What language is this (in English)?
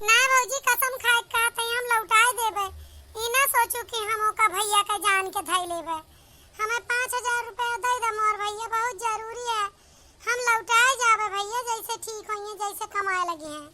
Awadhi